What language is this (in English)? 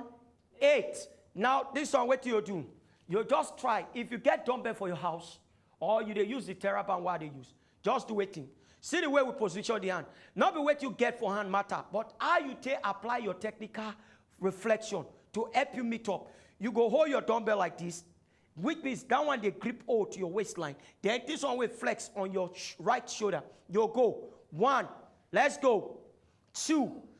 Nigerian Pidgin